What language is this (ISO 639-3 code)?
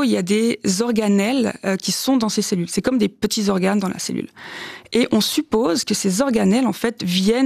fra